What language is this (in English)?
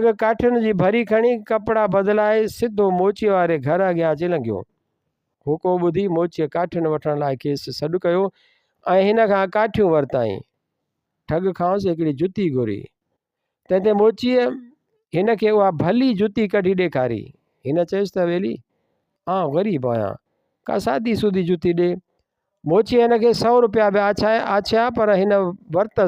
Sindhi